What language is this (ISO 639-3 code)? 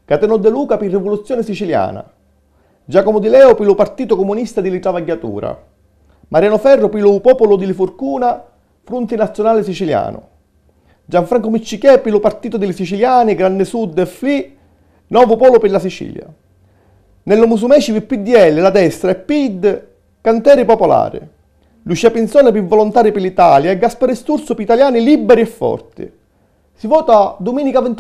scn